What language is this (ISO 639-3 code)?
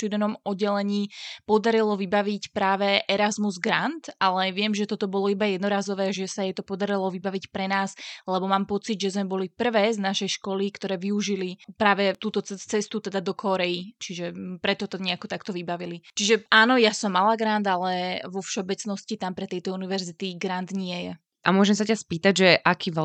slk